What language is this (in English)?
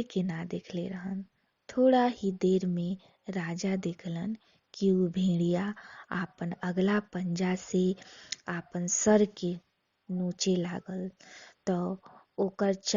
Bhojpuri